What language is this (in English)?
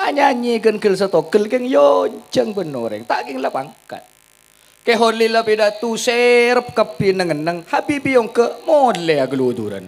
Madurese